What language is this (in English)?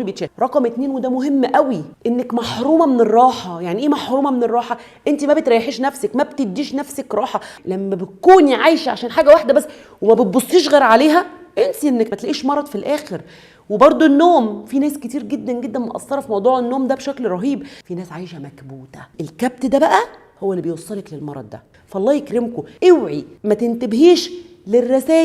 Egyptian Arabic